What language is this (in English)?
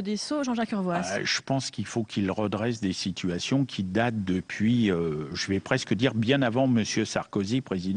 French